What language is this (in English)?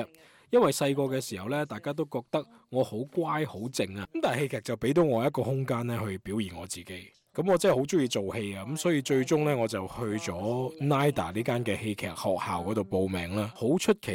Cantonese